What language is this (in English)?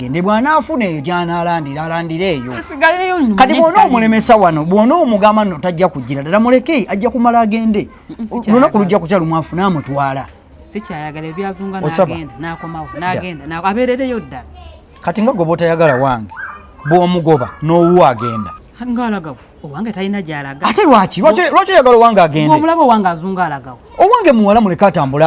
Ganda